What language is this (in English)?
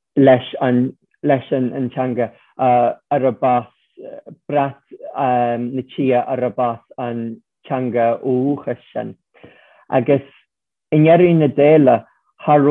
Irish